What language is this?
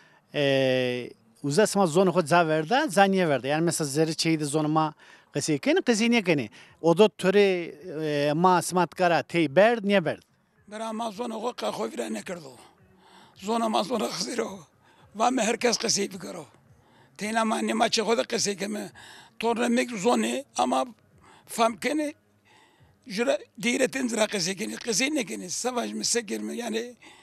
Zaza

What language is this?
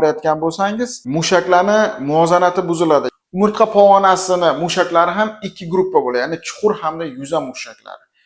Uzbek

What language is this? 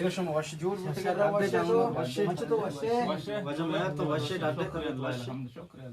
Eastern Balochi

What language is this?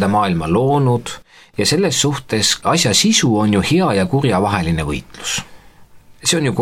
Estonian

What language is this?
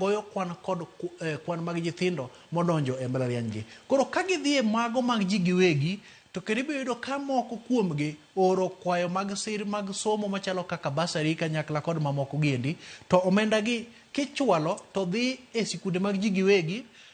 Luo (Kenya and Tanzania)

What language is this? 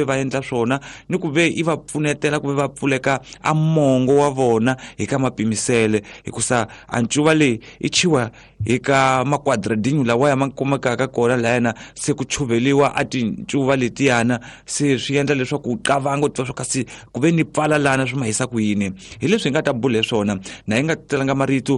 Tsonga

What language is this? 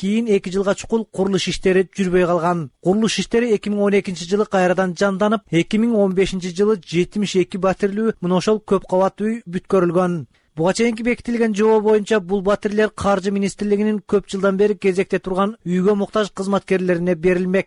Kyrgyz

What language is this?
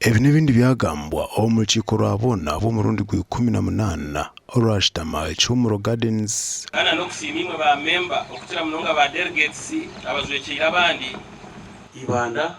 Nyankole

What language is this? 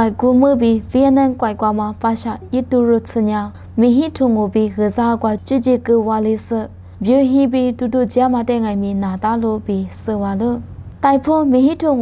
Lisu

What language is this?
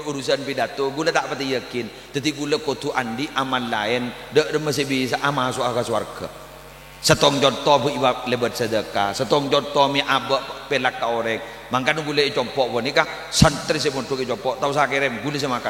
Madurese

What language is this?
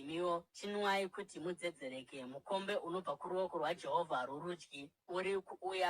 Shona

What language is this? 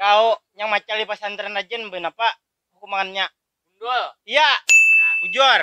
Banjar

